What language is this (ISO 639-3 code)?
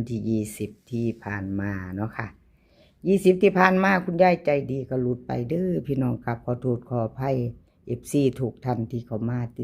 tts